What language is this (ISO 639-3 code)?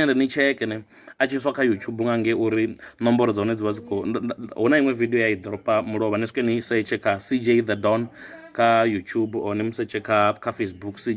ven